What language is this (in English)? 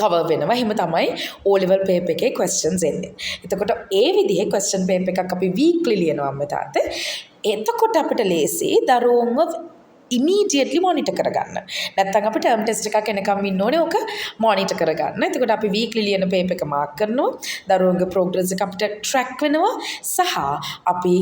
Sinhala